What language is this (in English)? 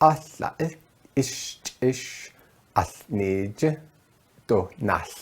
Navajo